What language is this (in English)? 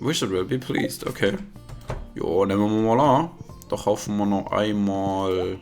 Swiss German